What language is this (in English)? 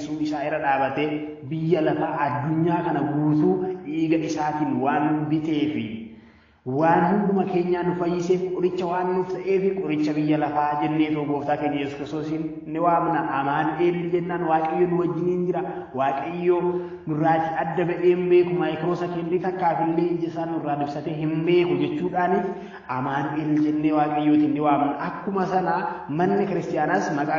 Oromo